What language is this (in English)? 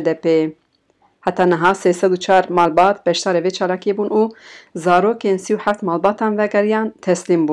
Kurdish